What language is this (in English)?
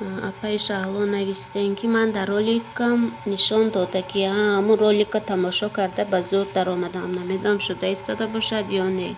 Tajik